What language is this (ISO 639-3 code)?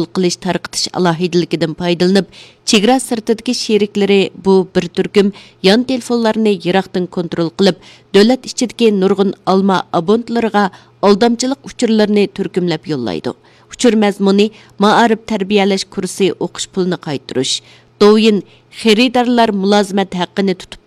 uig